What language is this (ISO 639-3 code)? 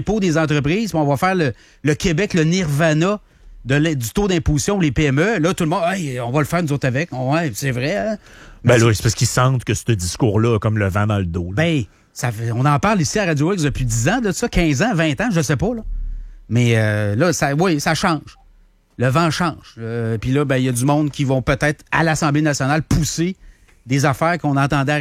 fra